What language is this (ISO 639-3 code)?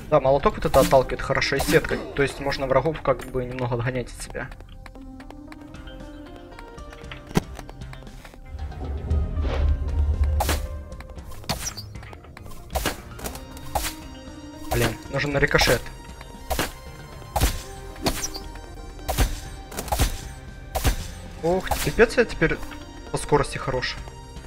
rus